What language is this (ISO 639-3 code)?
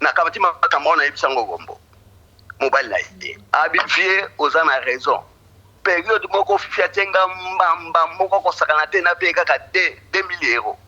lin